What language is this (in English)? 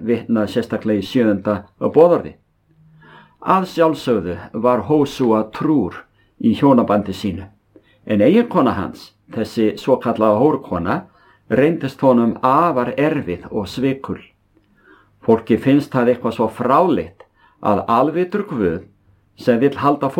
Icelandic